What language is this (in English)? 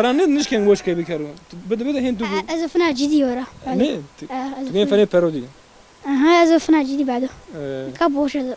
Zaza